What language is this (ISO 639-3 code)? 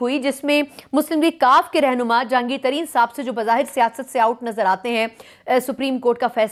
urd